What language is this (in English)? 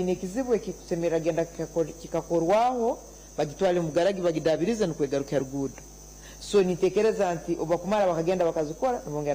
Nyankole